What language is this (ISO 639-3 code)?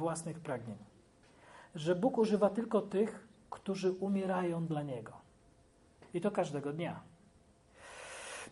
pol